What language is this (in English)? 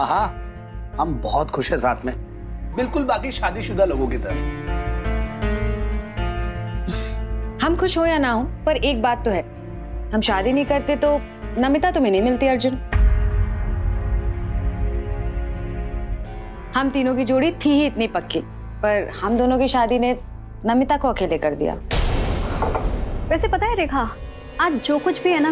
Hindi